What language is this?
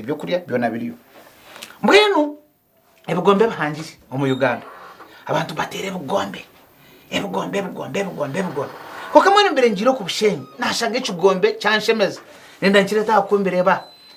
Nyankole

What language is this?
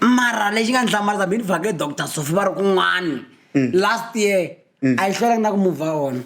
Tsonga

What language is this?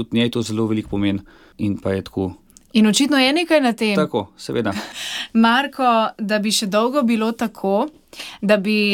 Slovenian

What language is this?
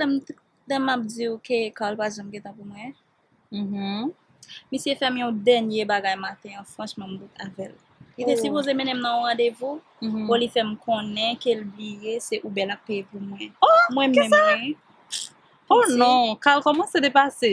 Haitian Creole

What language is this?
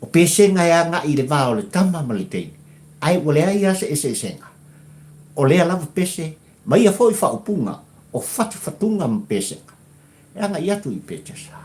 Samoan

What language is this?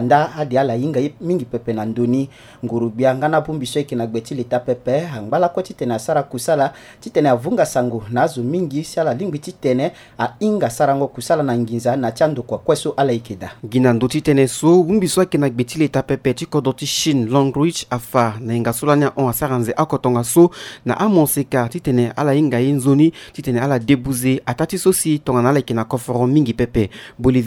Sango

